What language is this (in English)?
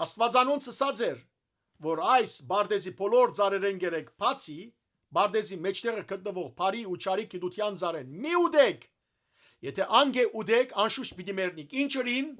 Western Armenian